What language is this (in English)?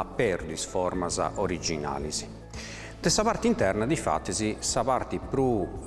Sardinian